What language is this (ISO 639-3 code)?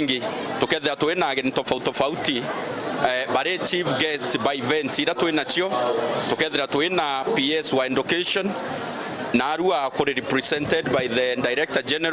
mer